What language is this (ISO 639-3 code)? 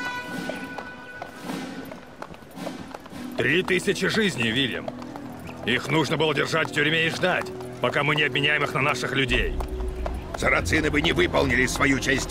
rus